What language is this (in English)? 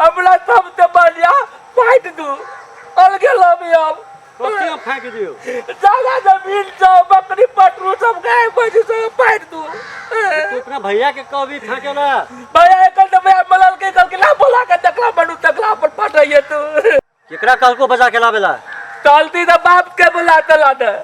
Maithili